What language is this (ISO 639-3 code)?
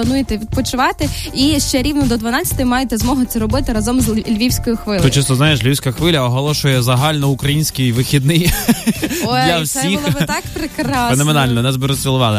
ukr